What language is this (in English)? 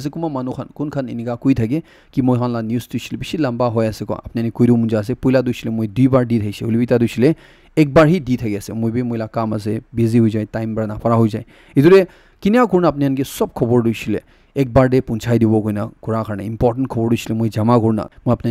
Naga Pidgin